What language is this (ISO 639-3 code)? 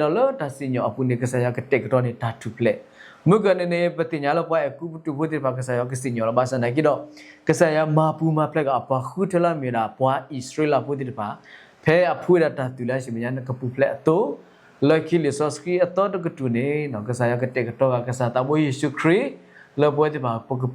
ksw